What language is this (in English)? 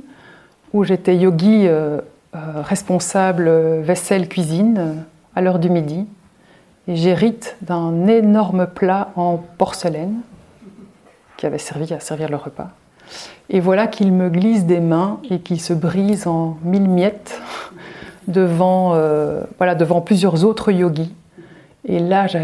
French